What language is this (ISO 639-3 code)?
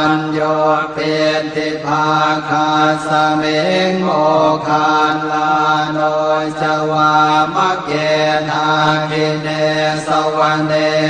pli